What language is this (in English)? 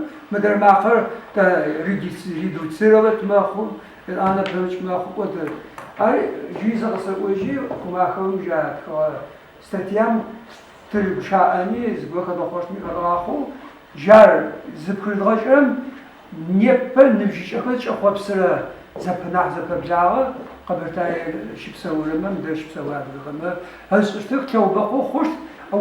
Adyghe